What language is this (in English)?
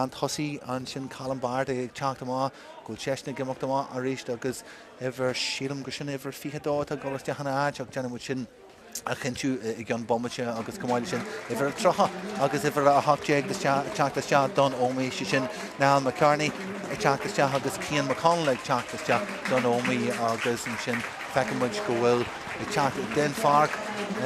Irish